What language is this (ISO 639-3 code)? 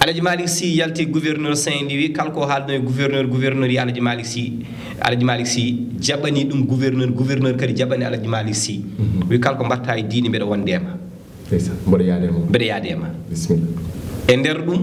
ful